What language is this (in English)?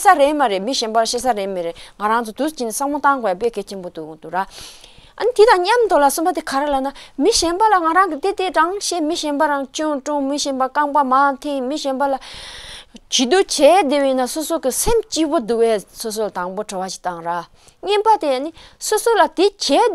Tibetan